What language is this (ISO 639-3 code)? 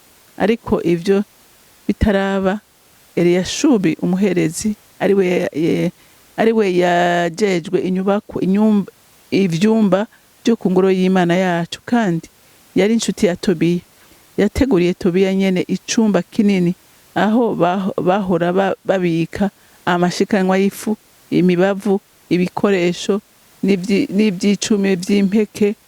run